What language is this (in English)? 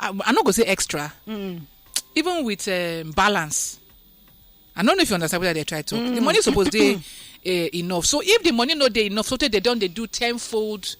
Nigerian Pidgin